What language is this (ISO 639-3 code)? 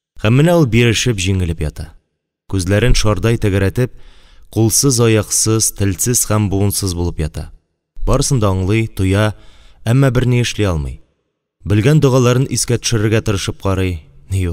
tat